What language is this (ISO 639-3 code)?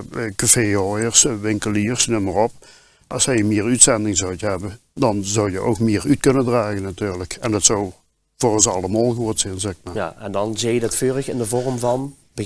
lim